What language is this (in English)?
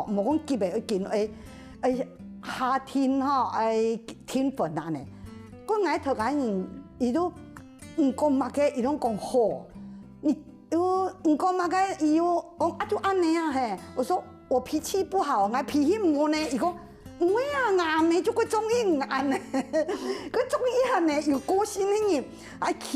Hakka Chinese